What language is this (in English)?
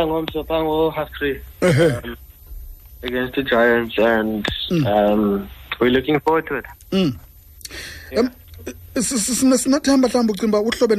Xhosa